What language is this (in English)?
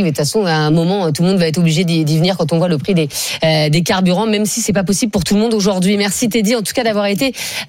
French